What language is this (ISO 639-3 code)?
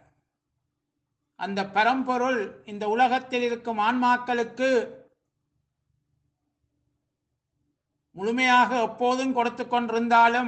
tam